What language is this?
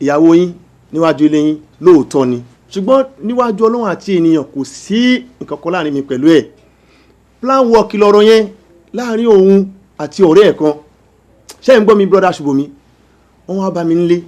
Yoruba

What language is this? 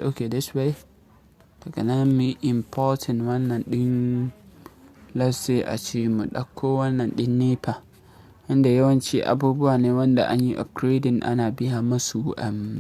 Hausa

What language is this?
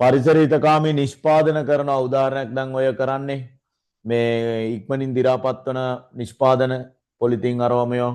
Sinhala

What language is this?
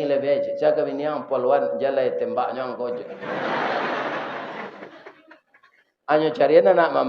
Minangkabau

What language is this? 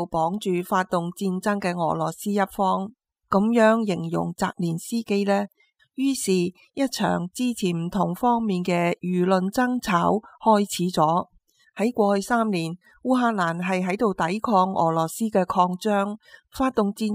Cantonese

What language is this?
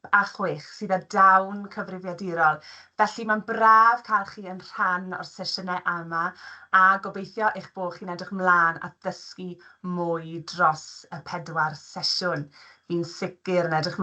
Welsh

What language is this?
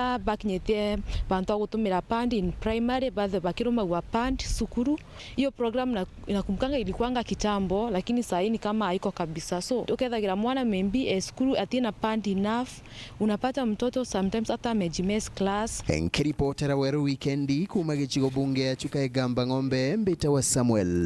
Meru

